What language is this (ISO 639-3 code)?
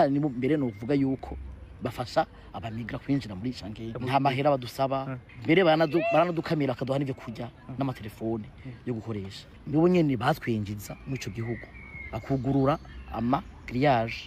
run